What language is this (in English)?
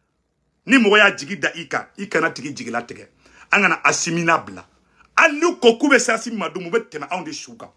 Bambara